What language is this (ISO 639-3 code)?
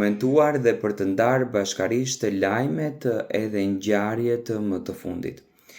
sqi